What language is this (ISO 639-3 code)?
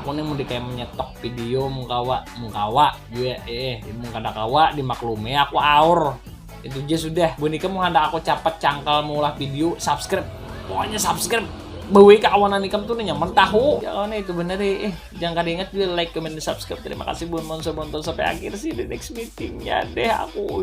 bjn